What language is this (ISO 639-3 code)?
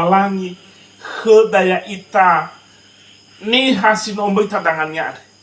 nia